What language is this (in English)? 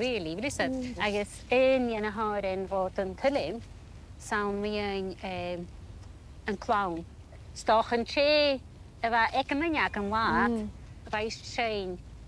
Scottish Gaelic